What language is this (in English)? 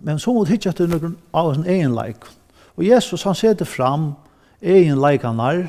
Faroese